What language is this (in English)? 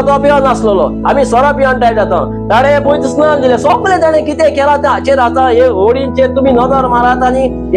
Konkani